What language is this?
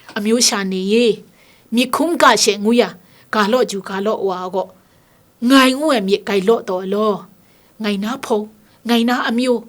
Kachin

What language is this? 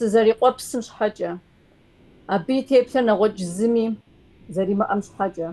Kabardian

